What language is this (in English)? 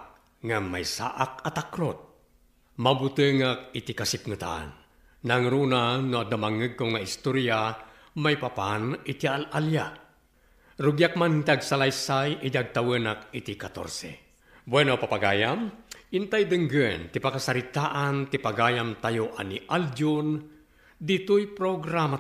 Iloko